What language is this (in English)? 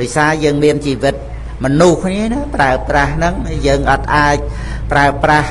Khmer